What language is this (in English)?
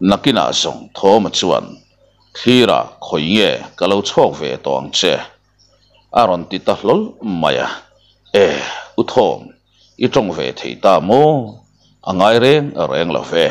Mizo